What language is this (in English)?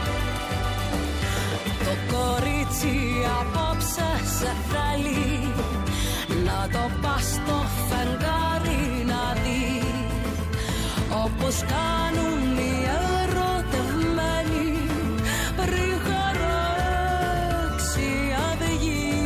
Greek